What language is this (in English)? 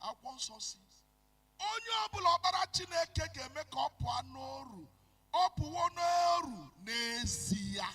Igbo